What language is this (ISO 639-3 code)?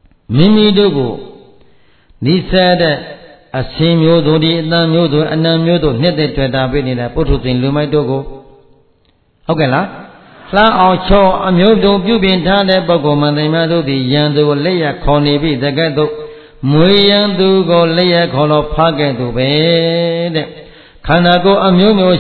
mya